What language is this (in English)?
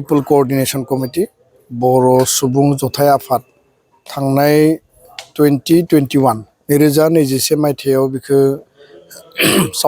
Bodo